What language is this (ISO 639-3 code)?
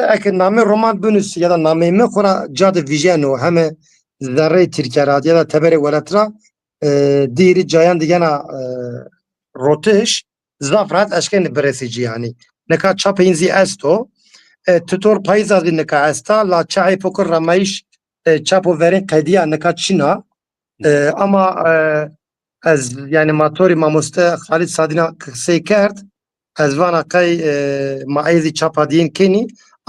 zza